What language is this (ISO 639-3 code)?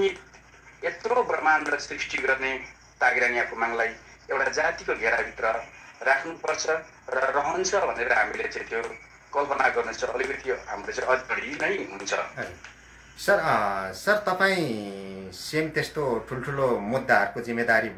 nep